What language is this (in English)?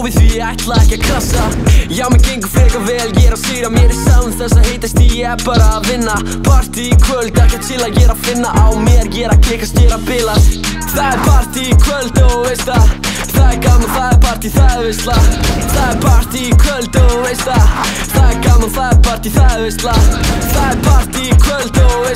Icelandic